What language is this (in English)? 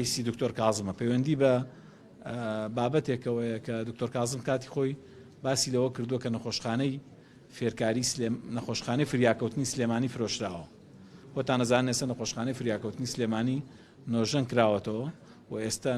Central Kurdish